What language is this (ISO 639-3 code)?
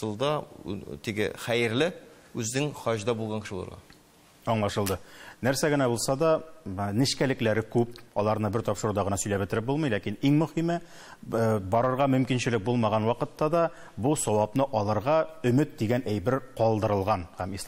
tat